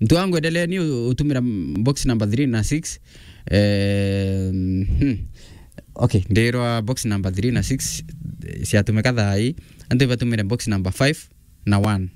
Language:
Meru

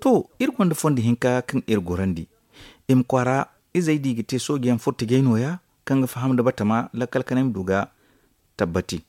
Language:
Zarma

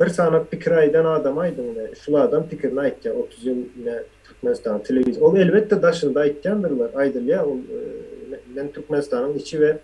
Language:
Turkmen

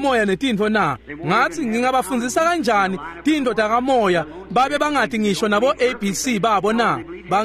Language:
Swati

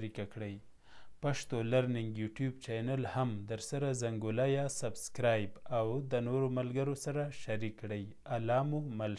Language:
Pashto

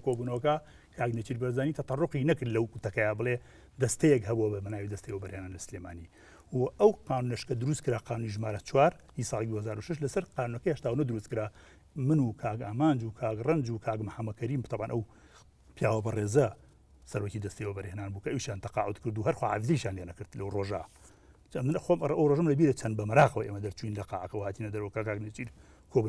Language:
Central Kurdish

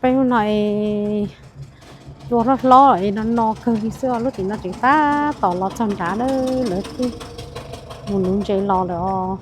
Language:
Hmong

